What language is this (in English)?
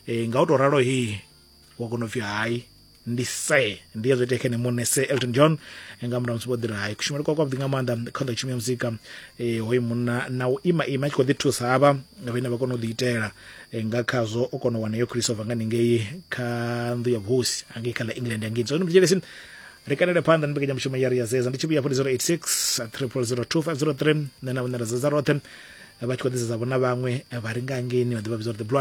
Venda